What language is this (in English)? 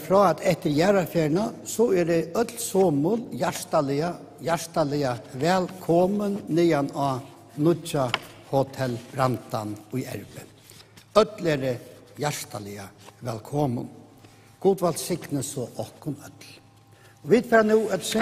Faroese